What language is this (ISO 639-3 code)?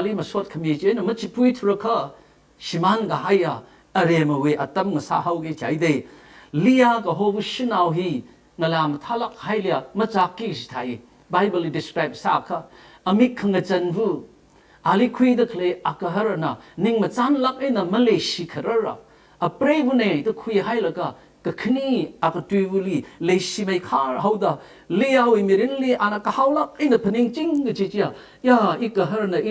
nmf